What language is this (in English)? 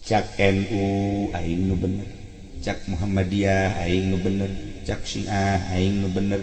Sundanese